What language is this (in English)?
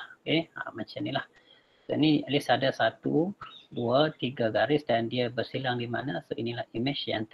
Malay